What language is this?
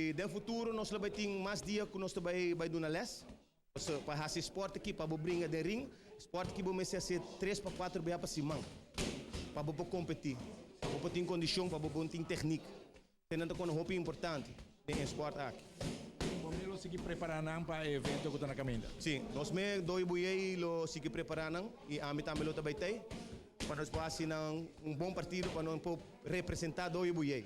Papiamento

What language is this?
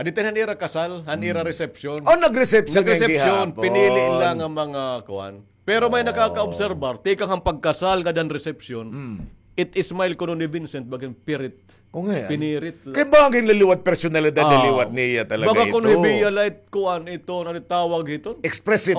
Waray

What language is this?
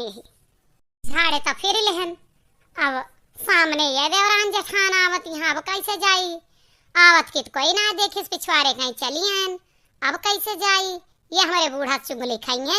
Awadhi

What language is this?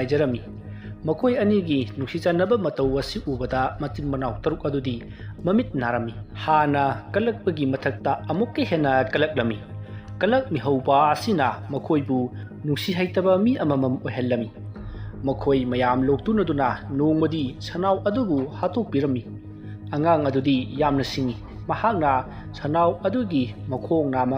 Manipuri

